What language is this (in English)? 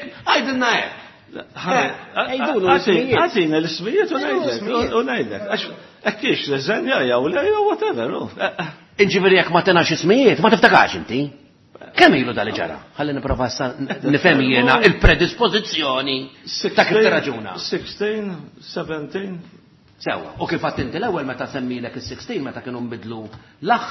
Maltese